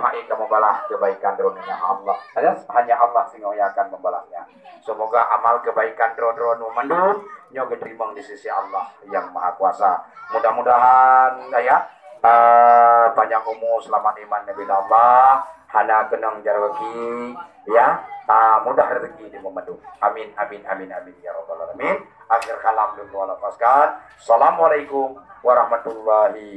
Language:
Achinese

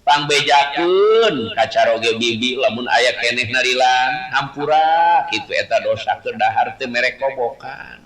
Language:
Sundanese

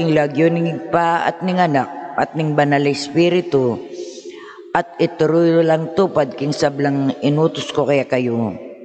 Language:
Pampanga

